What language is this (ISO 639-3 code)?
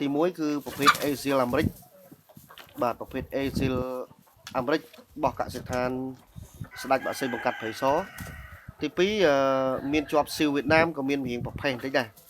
khm